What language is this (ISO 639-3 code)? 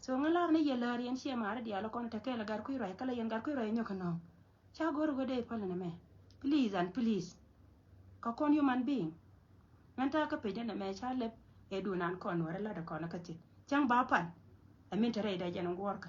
nus